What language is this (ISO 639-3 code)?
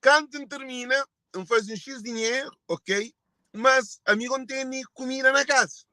kea